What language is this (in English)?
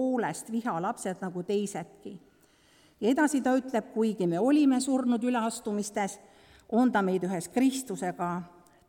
Estonian